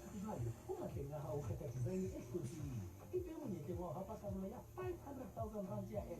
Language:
Southern Sotho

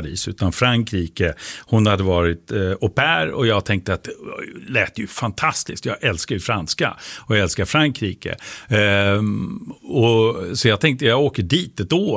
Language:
Swedish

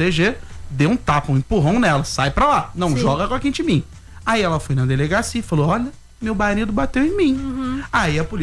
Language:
Portuguese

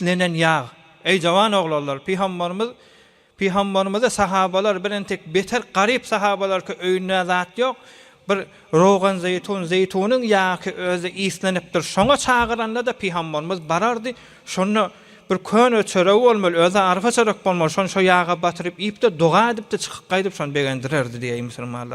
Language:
Turkmen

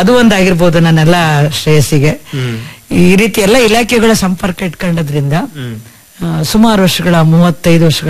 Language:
Kannada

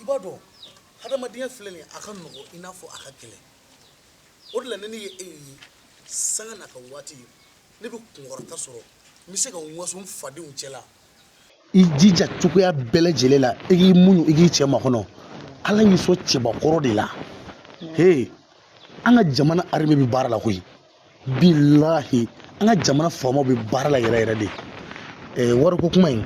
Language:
Bambara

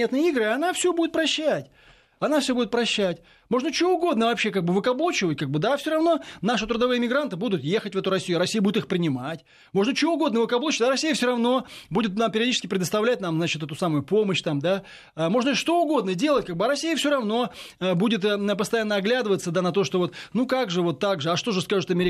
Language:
Russian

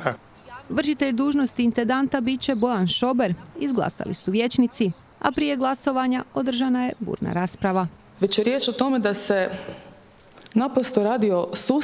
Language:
Croatian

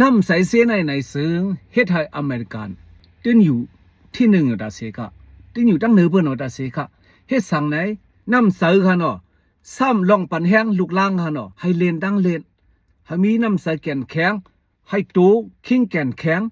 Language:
Shan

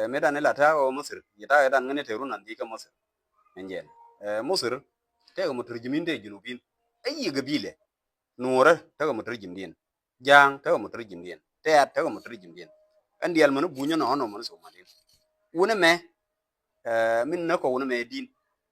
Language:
Nuer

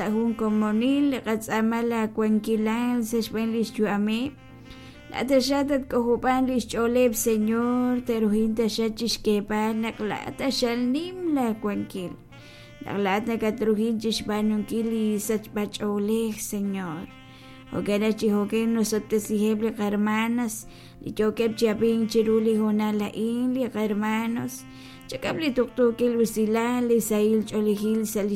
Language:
Kekchí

